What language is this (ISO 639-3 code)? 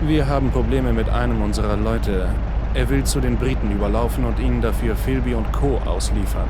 bar